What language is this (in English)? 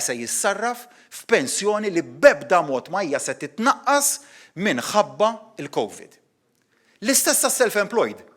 Maltese